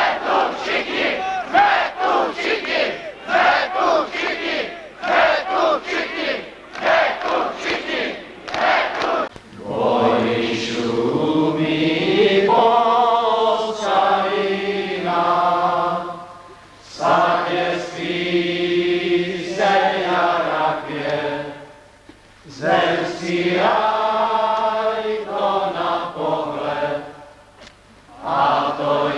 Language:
Czech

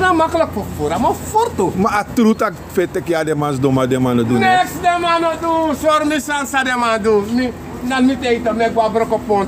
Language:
Sranan Tongo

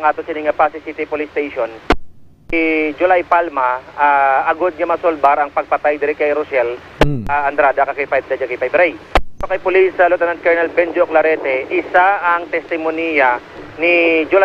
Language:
Hiligaynon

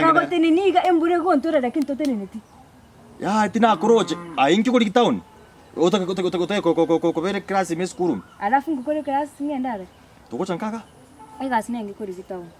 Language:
Gusii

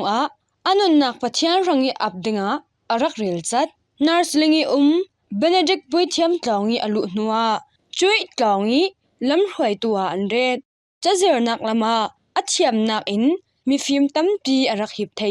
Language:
Falam Chin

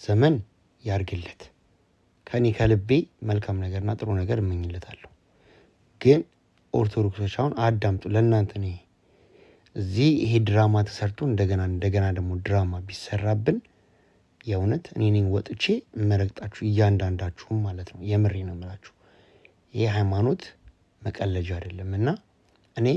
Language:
Amharic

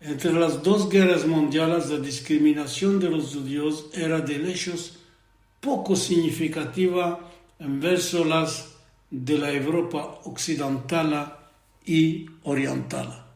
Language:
Ladino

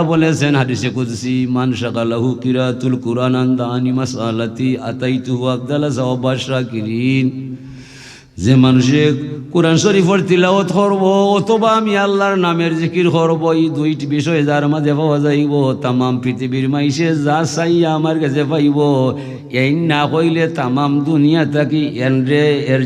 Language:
Sylheti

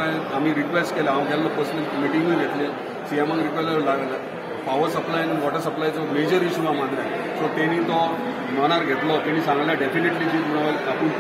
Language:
Konkani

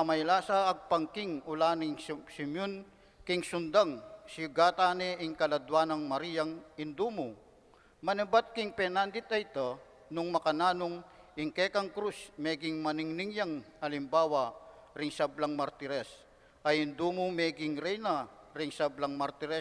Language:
Pampanga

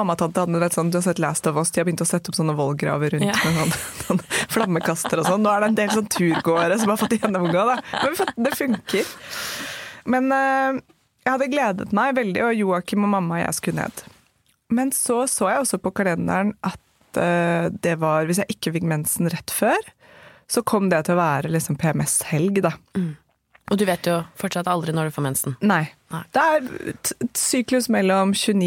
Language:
Norwegian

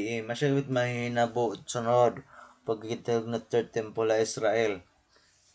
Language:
Waray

